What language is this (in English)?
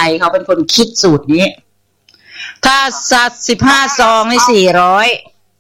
Thai